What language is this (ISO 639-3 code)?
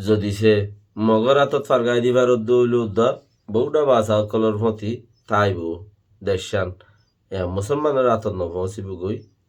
rhg